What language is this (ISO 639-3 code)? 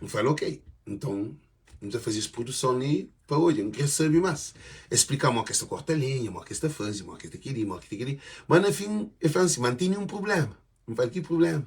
kea